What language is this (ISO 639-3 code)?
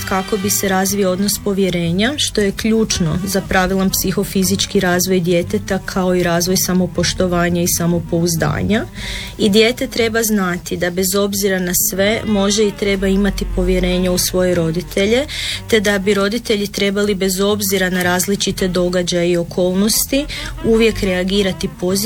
hrv